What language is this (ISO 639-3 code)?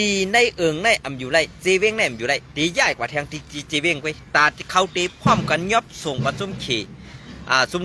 shn